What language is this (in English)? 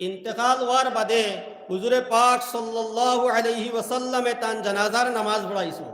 Sylheti